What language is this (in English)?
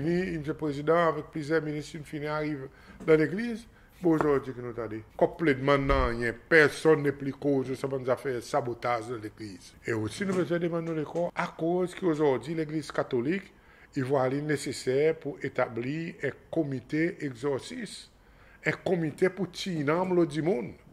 Seselwa Creole French